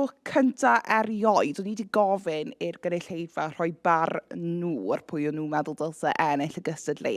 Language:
Welsh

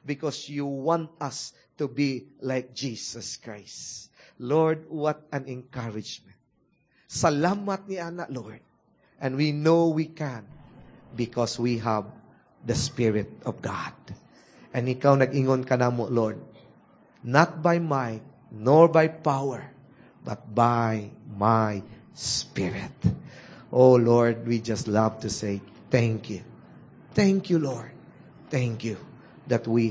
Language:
Cebuano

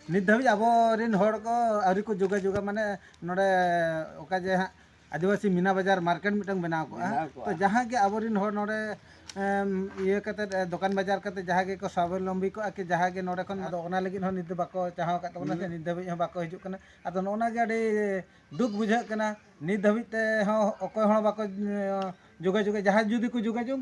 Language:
Santali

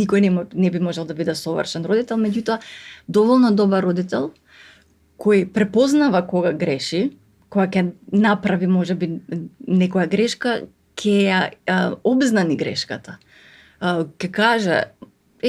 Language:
Macedonian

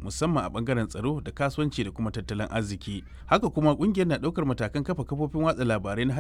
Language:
Hausa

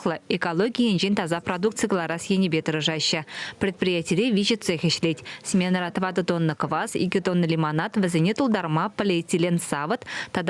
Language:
Chuvash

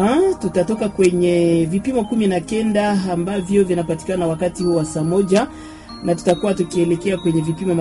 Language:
Swahili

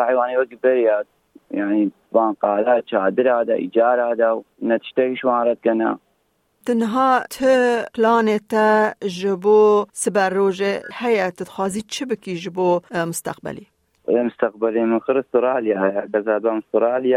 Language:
Kurdish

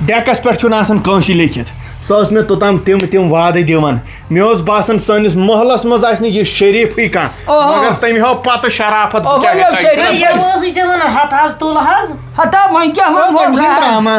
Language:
Kashmiri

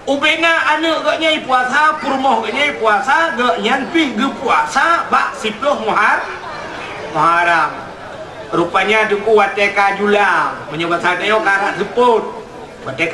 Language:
Achinese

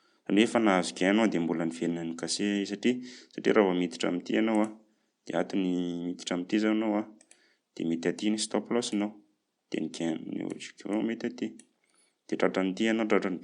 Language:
Malagasy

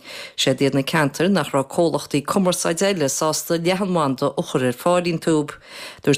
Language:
Irish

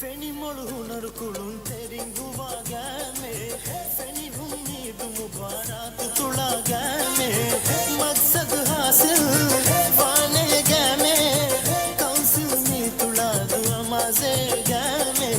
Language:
Divehi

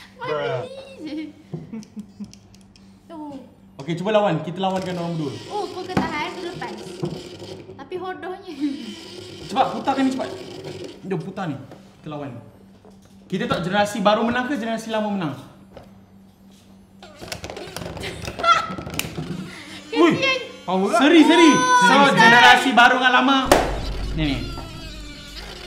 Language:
Malay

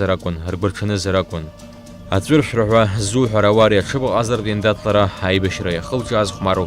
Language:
Abkhazian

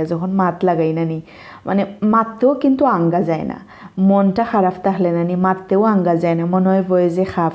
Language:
Sylheti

